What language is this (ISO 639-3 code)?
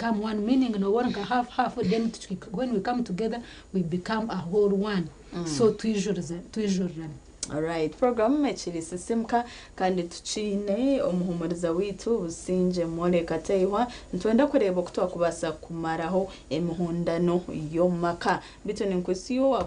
nyn